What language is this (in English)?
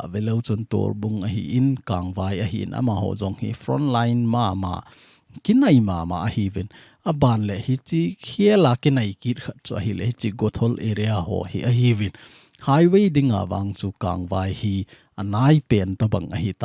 Thado Chin